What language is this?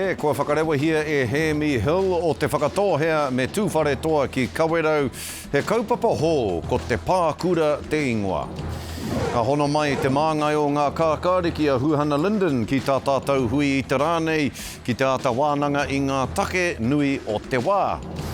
Māori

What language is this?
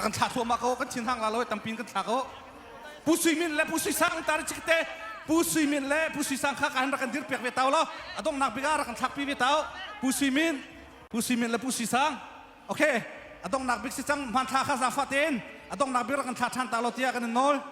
Hakha Chin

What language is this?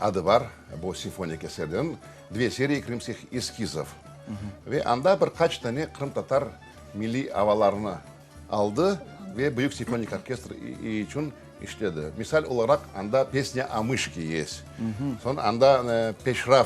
Crimean Tatar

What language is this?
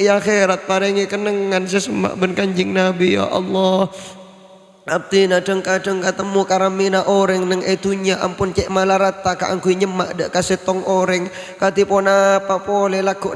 Madurese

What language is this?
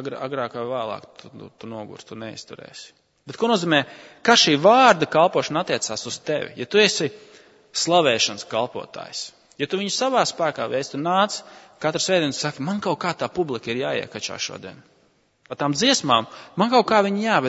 Latvian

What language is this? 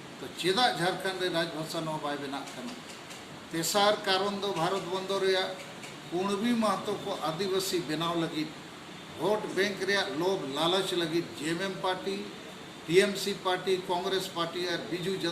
Santali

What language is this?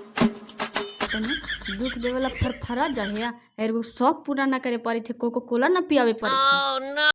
Magahi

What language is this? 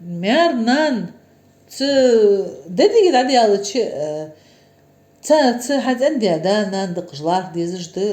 Ingush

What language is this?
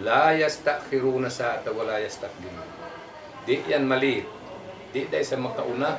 Tausug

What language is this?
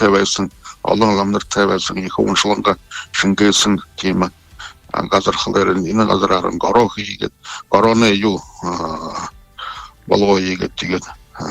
Buriat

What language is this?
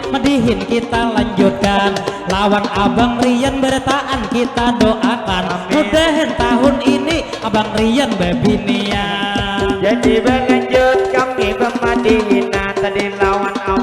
Banjar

